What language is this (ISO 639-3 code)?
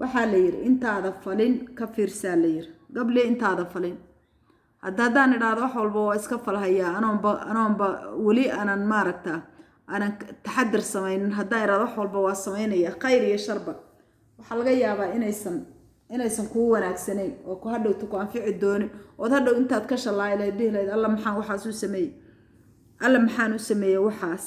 som